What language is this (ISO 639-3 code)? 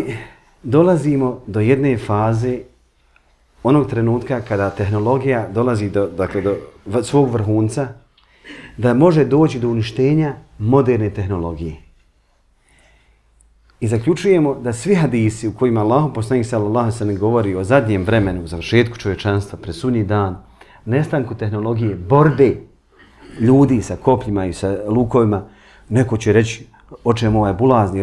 bos